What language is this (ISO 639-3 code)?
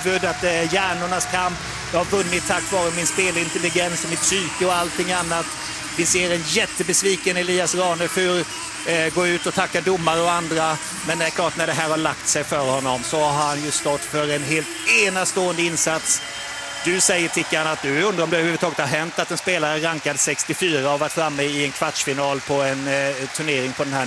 swe